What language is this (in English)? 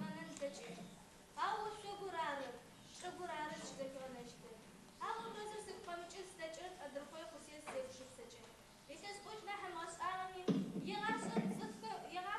Adyghe